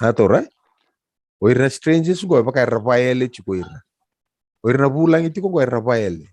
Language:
Fijian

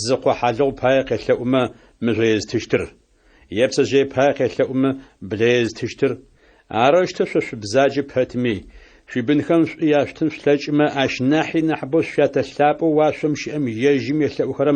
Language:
Adyghe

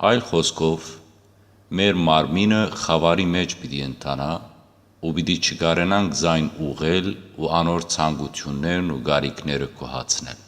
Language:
Western Armenian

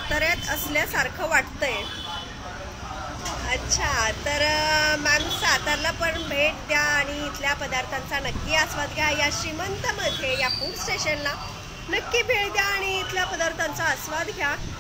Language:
Marathi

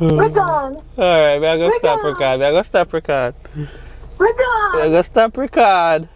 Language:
Jamaican Creole English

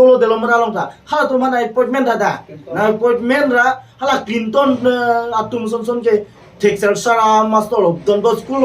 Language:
Karbi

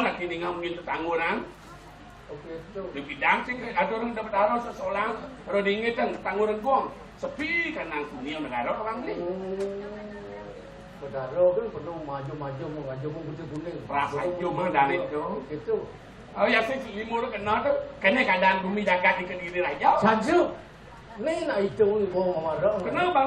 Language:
Balinese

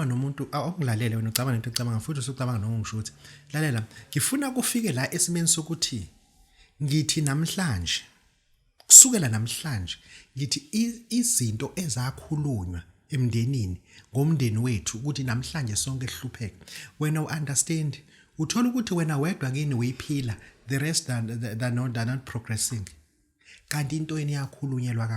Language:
Zulu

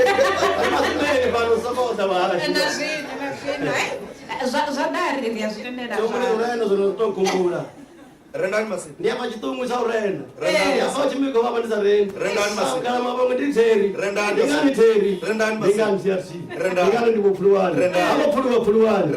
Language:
Venda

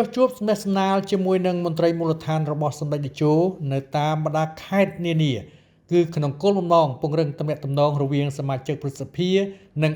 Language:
Khmer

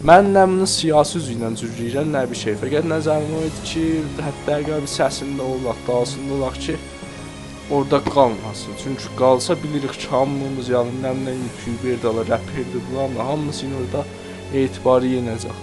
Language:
South Azerbaijani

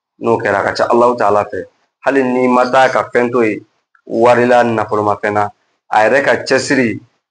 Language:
Bambara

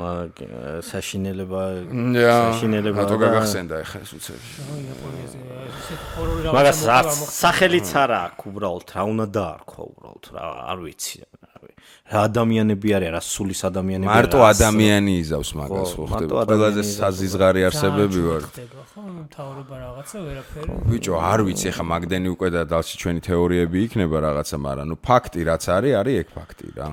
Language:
Georgian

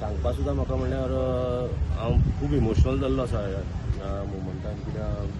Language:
Konkani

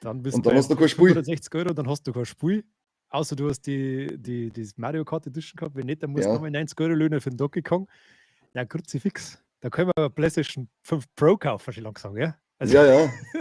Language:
Bavarian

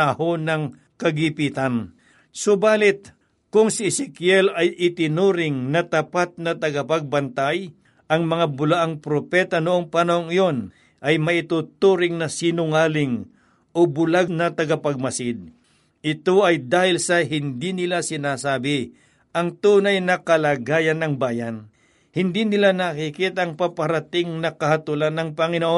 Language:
Filipino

